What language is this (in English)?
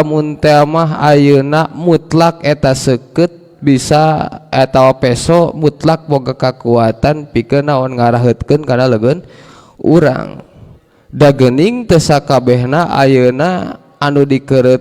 Sundanese